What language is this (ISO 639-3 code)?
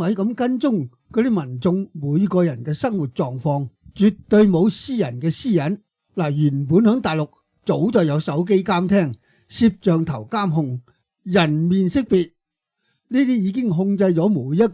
yue